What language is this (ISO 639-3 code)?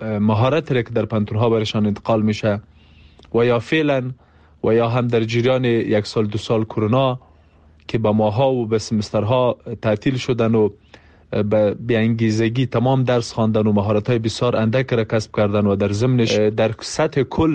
fas